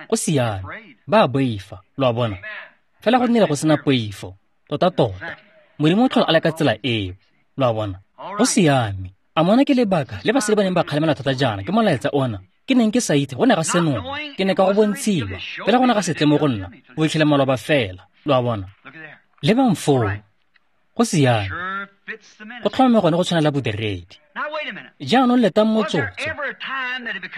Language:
Tswana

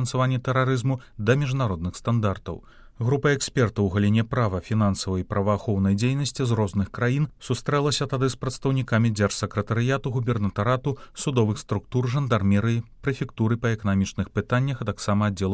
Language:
Belarusian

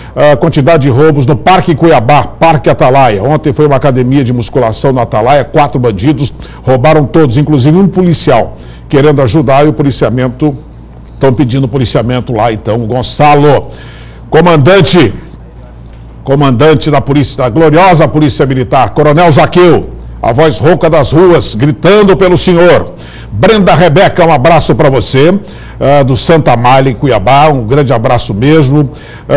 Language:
Portuguese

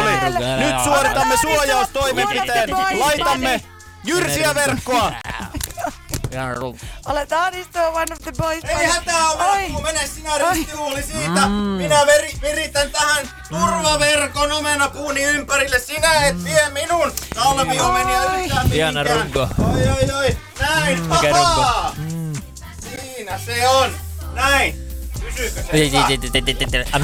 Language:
Finnish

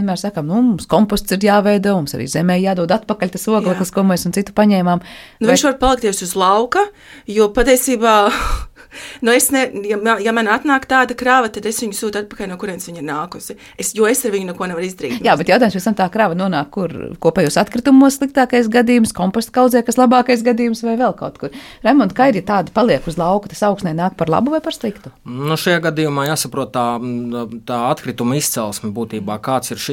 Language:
Latvian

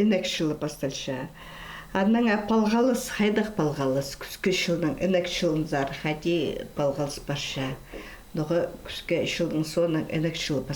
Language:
Khakas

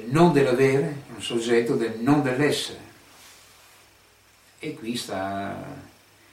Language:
Italian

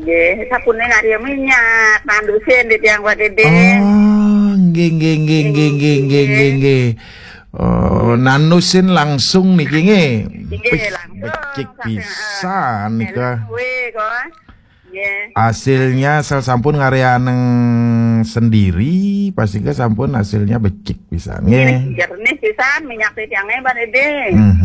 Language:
Balinese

